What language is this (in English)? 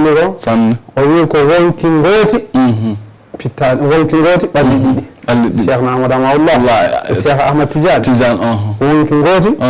Fula